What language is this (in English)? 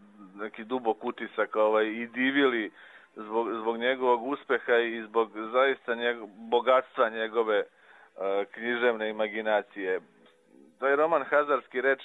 Serbian